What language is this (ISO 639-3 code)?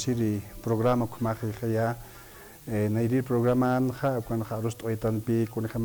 aym